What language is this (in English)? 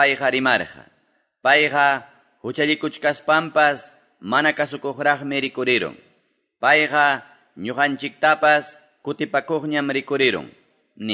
Quechua